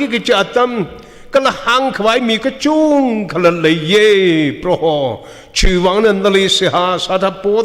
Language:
Tangkhul Naga (India)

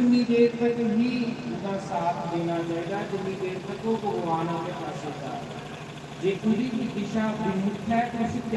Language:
Dogri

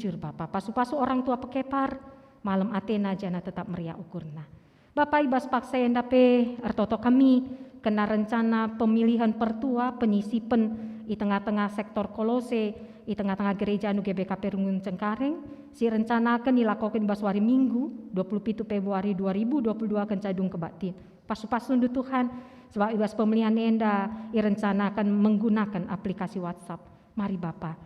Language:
Batak Karo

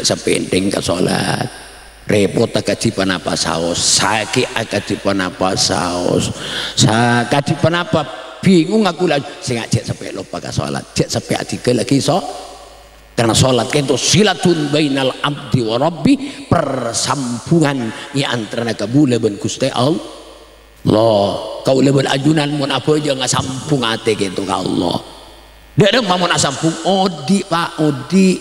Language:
Madurese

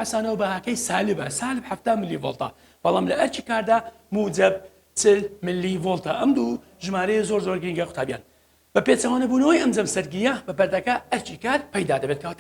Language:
Central Kurdish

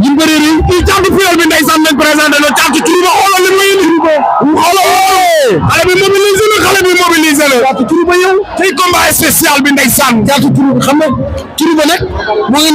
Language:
Wolof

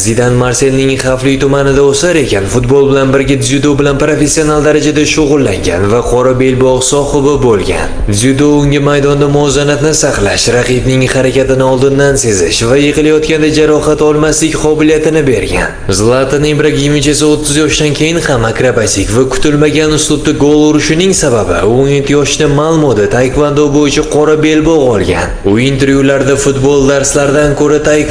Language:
Uzbek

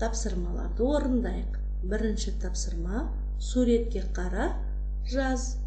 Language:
Kazakh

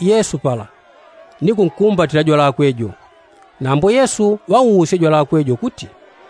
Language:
Yao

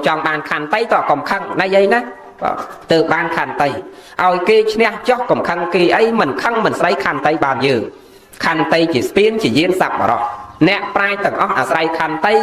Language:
Khmer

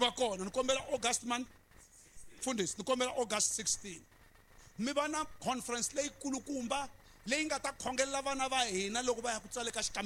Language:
Tsonga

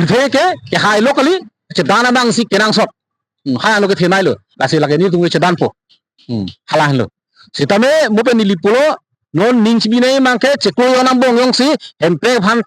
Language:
Karbi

